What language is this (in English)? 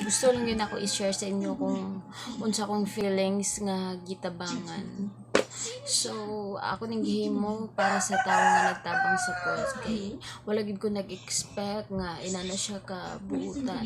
Cebuano